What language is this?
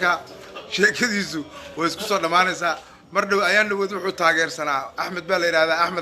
Somali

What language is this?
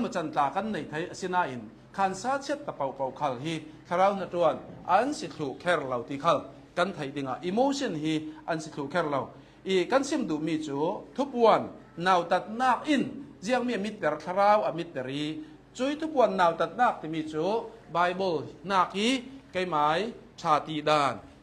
Hakha Chin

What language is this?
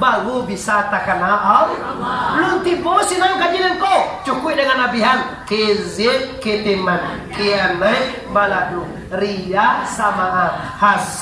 Minangkabau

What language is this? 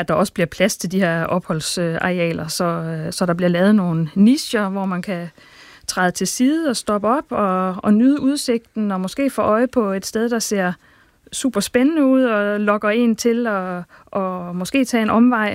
Danish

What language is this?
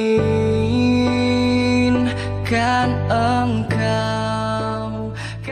Betawi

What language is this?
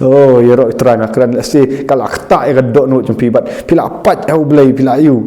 Khasi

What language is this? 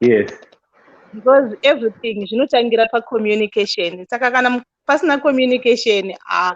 Shona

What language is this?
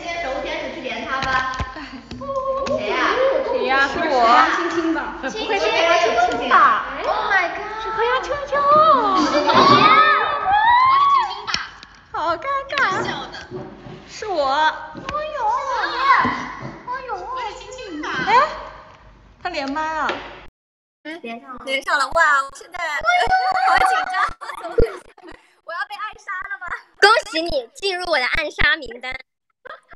Chinese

